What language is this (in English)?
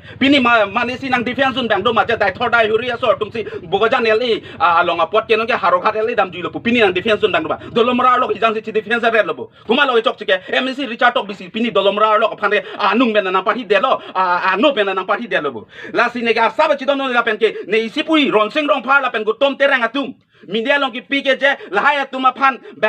Karbi